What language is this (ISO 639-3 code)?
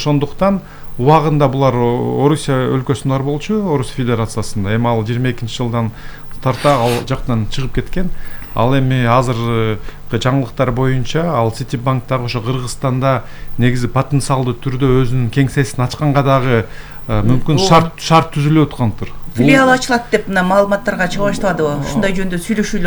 kir